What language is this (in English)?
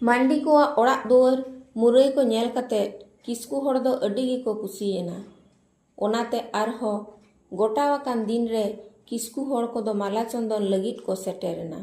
Santali